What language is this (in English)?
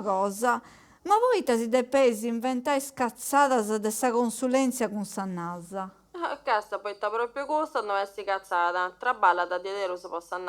Sardinian